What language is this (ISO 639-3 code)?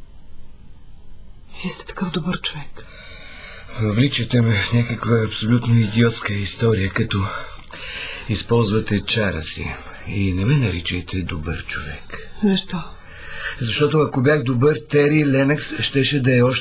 bul